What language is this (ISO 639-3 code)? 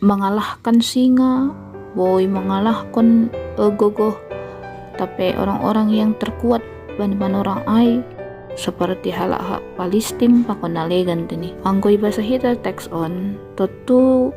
bts